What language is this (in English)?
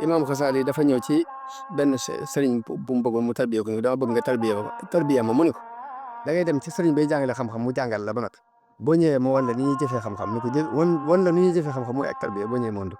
Wolof